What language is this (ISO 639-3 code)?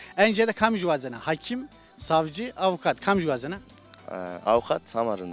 zza